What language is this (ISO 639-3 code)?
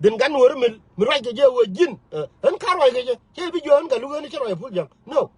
nus